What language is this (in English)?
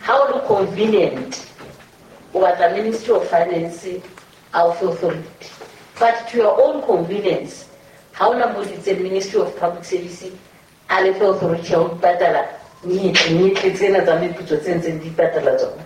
Southern Sotho